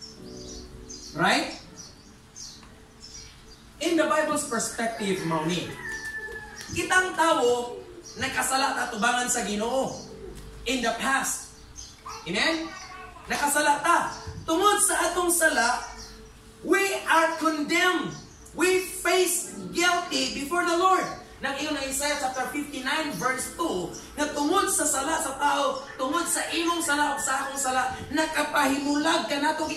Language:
Cebuano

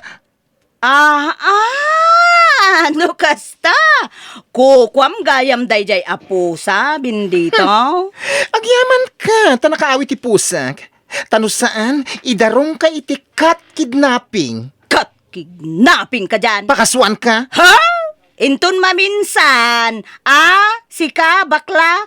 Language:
Iloko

